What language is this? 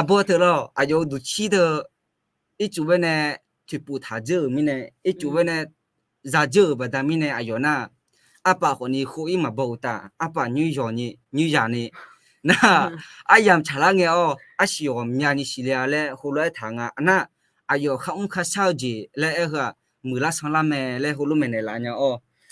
Akha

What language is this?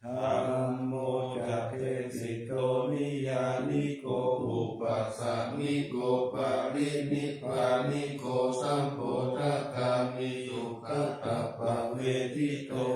Pali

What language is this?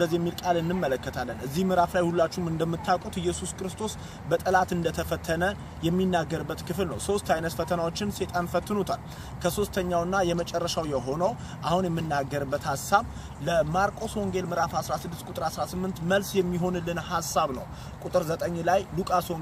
Amharic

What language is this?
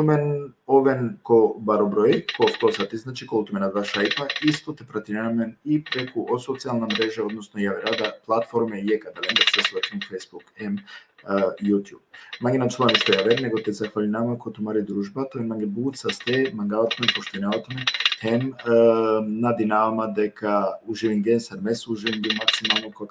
Balkan Romani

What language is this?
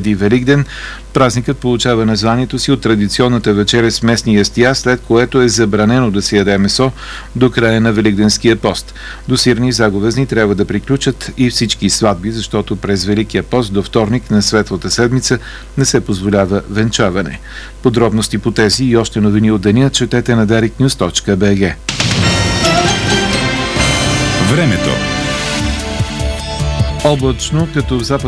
Bulgarian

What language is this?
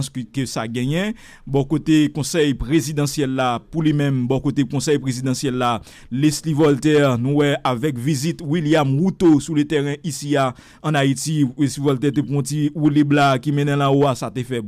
Haitian Creole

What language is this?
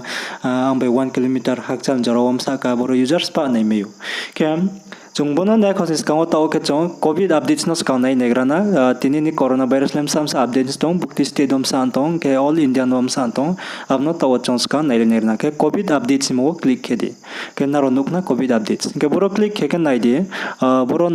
Riang (India)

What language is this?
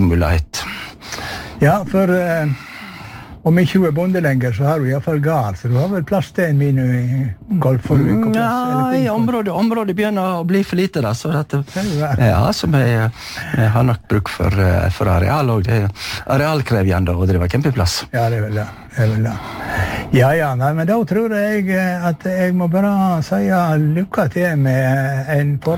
Norwegian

